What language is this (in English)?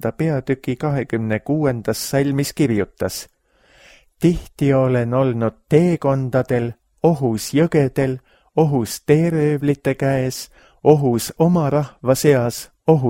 Estonian